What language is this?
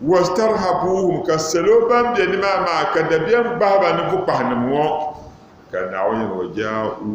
Dagbani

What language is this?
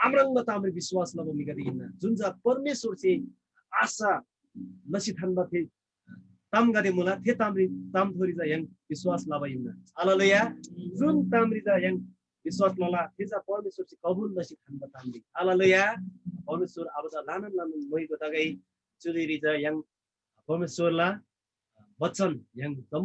Eastern Tamang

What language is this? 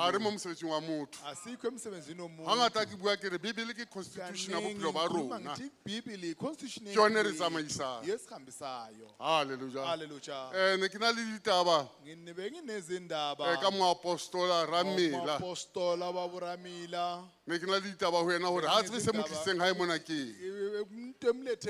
Southern Sotho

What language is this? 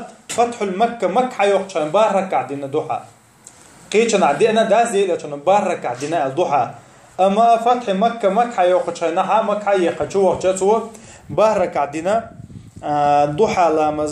Chechen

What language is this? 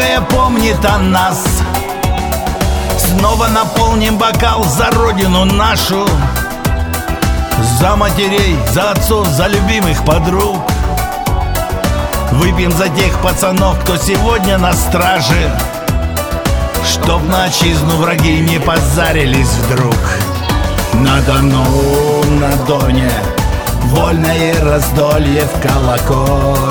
Russian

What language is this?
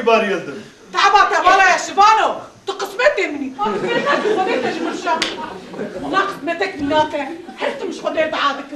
Kurdish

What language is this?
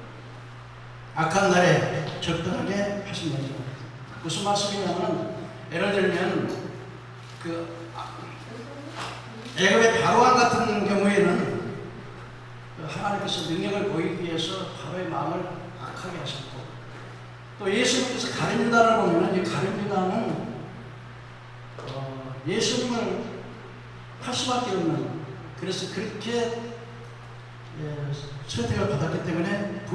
Korean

